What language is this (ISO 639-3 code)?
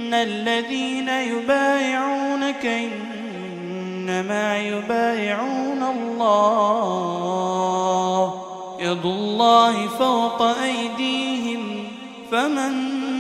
ara